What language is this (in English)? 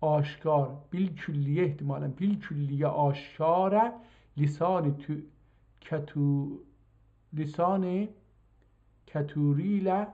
South Azerbaijani